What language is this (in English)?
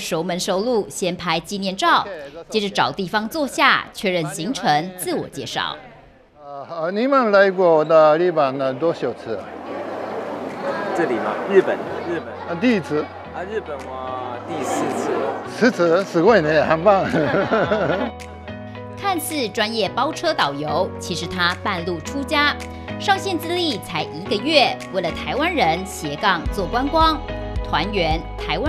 Chinese